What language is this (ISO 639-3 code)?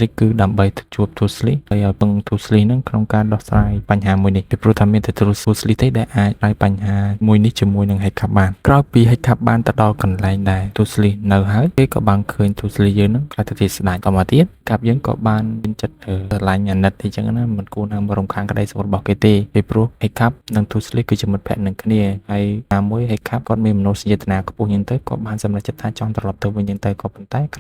khm